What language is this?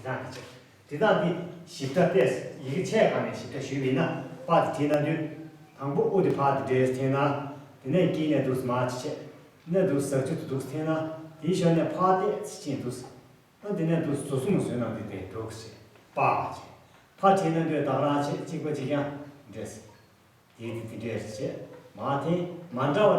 Tibetan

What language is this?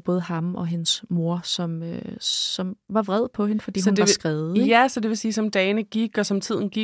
Danish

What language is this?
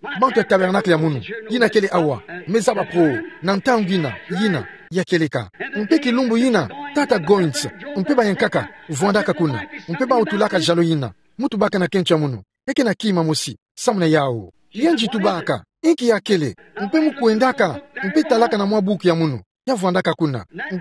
Kituba (Democratic Republic of Congo)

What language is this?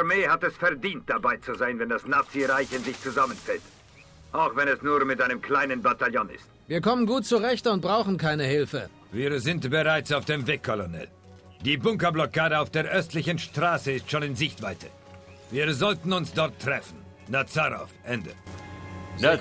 Bavarian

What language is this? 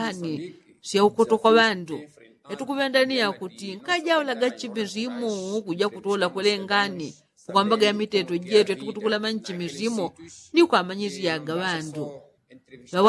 Yao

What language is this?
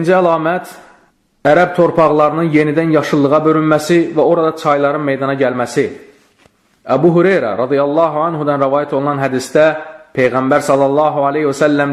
Azerbaijani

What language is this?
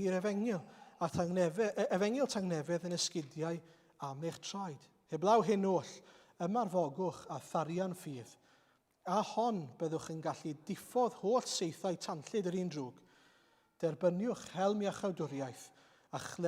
Welsh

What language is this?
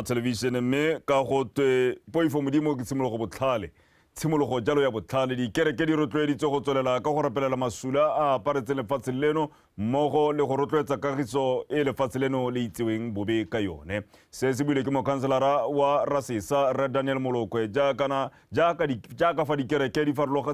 Tswana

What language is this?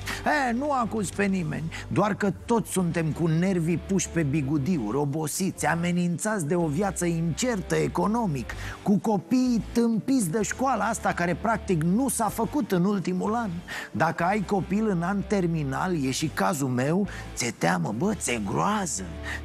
Romanian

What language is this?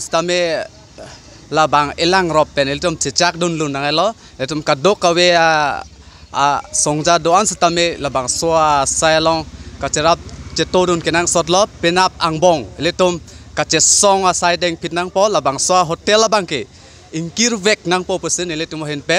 Karbi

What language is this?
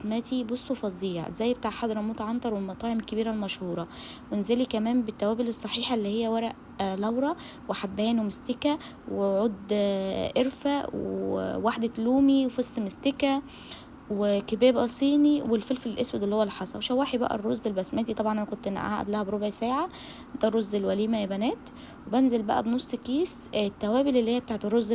Egyptian Arabic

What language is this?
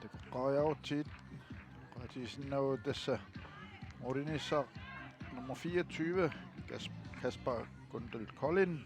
Kalaallisut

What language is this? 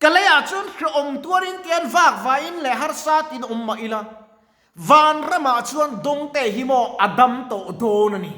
Mizo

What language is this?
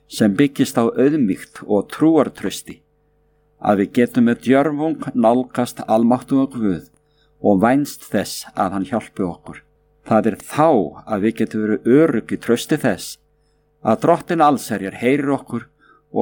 Icelandic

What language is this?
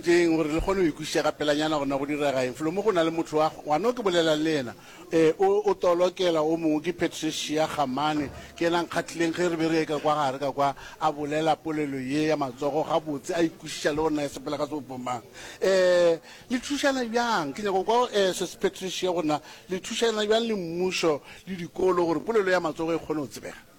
Northern Sotho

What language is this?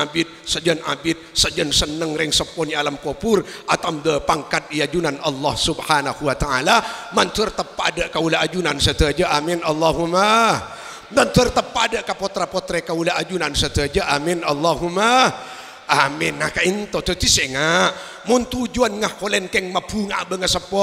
Madurese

